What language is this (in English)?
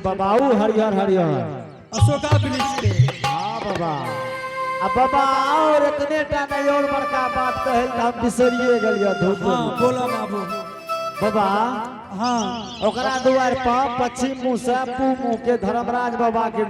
Angika